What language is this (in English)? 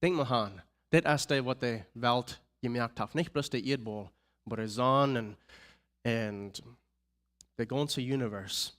Plautdietsch